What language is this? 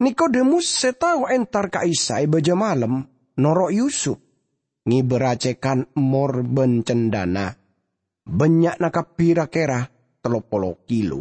Madurese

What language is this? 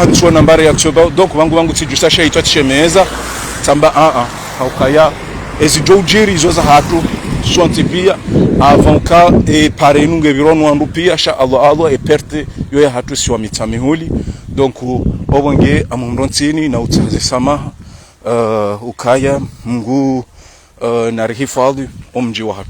Ngazidja Comorian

